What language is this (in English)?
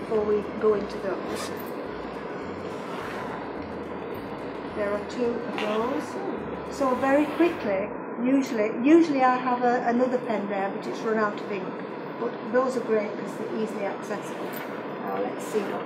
English